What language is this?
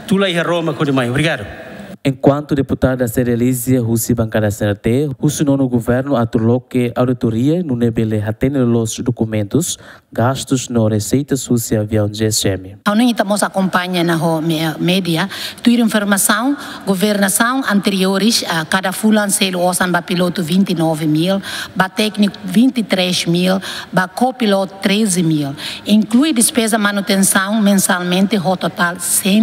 Tetum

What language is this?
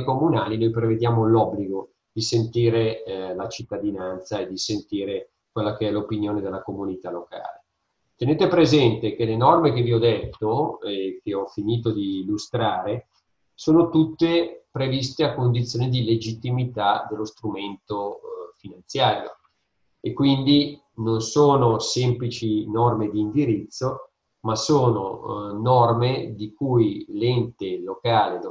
Italian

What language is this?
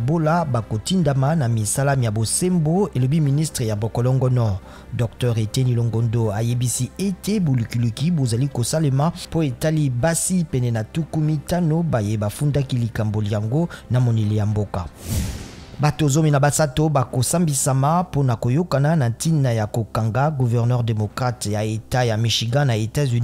Lingala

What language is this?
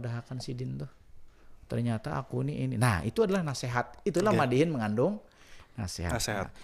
Banjar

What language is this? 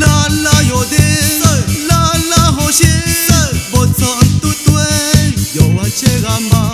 Akha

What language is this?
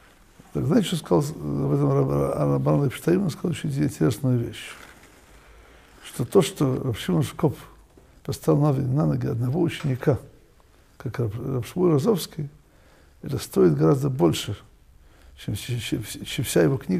Russian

